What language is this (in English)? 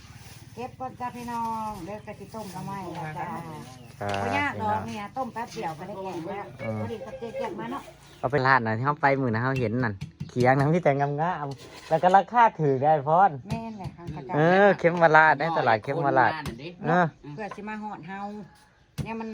Northeastern Thai